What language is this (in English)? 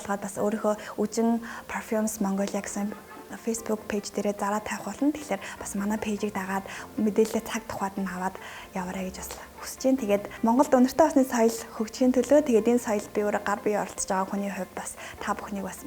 Mongolian